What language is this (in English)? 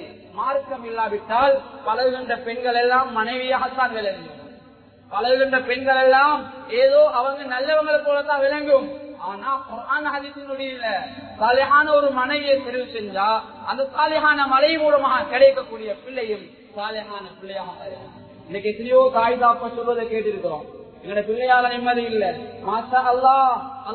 Tamil